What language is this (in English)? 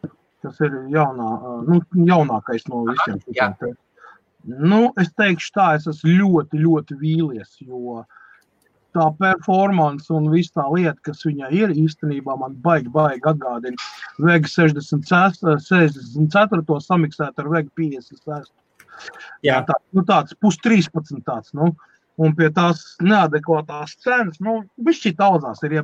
Latvian